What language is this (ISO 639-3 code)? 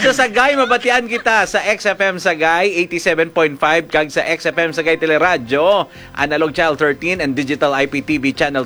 hil